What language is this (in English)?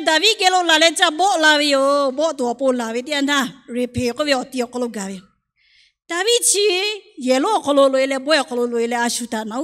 Lahu